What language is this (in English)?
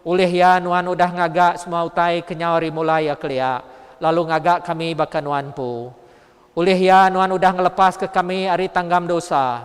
Iban